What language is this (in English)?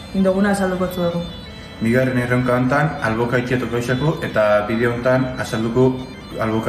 Basque